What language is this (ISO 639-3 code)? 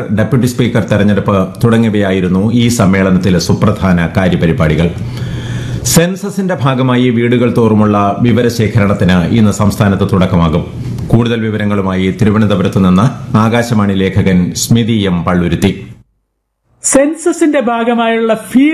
mal